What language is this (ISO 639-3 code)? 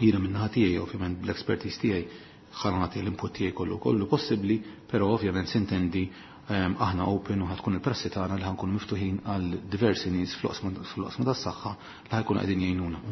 mlt